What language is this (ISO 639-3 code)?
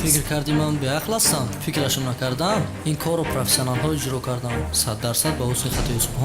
tgk